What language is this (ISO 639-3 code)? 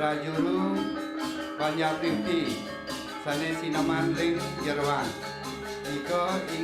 ban